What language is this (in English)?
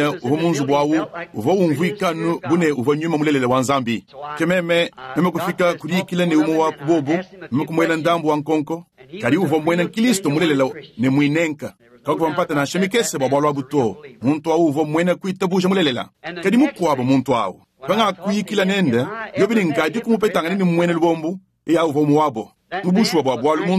Luba-Lulua